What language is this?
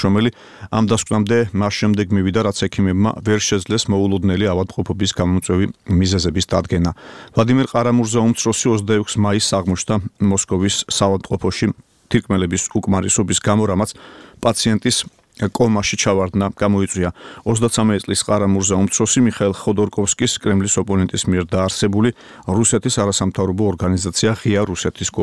Georgian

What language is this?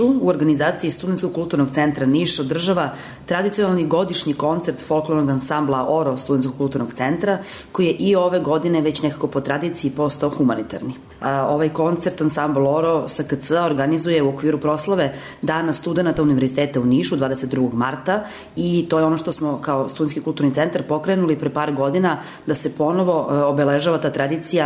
Serbian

